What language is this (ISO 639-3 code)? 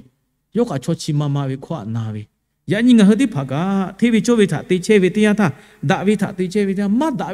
lhu